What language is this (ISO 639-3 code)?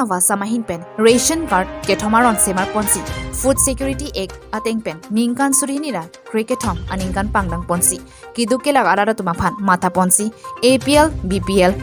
mjw